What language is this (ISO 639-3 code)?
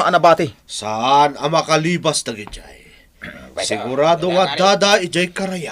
ilo